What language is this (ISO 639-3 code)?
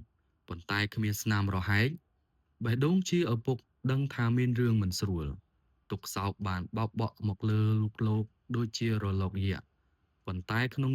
khm